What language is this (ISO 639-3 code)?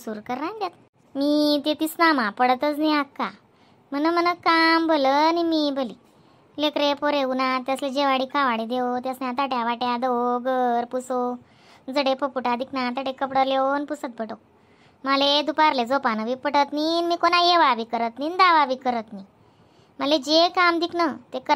khn